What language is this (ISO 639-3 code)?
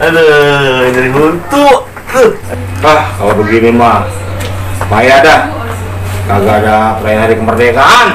bew